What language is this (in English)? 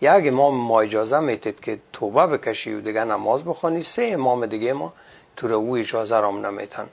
Persian